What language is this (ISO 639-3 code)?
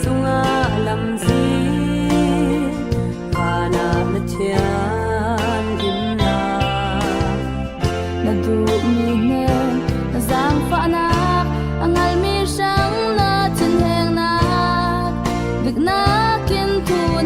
cfm